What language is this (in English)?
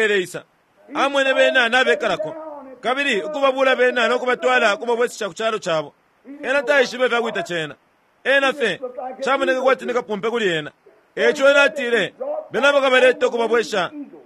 Bemba